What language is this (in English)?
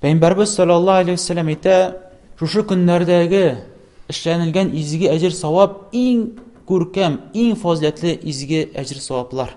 Tatar